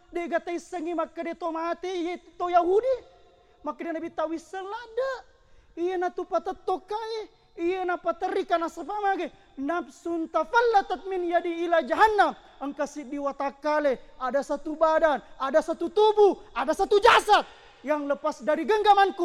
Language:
Buginese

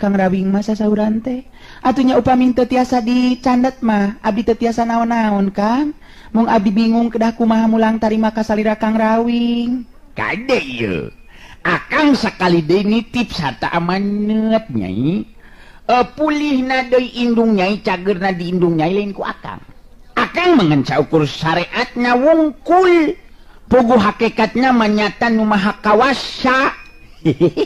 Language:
Sundanese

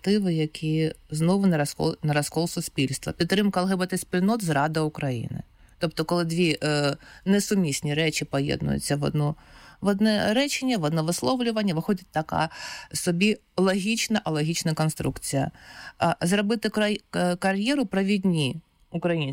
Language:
Ukrainian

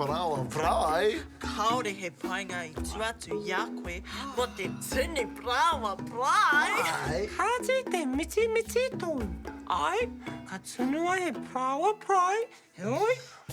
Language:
Māori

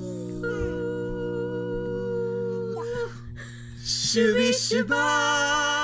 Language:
Japanese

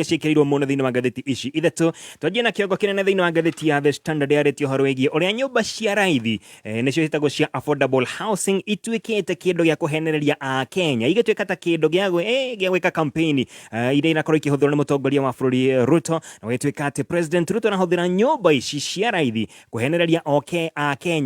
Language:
Kikuyu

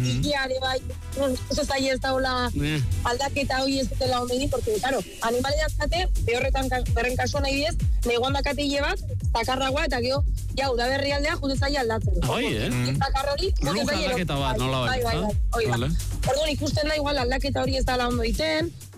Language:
Basque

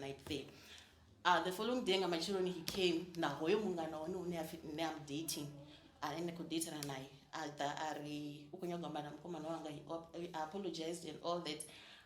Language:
Venda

